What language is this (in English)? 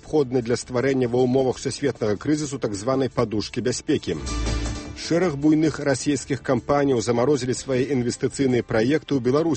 Belarusian